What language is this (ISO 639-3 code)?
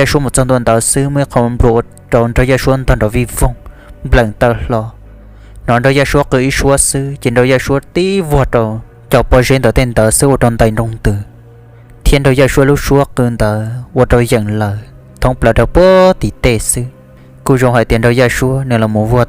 hmn